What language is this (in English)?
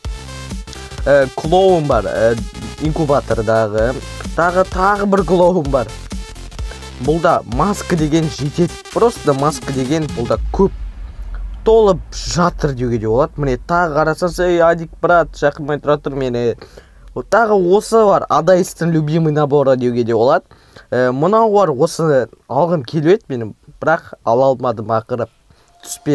Kazakh